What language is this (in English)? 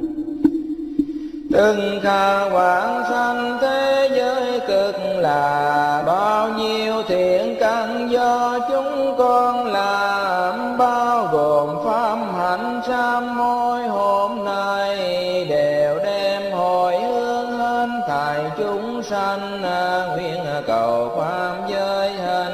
Vietnamese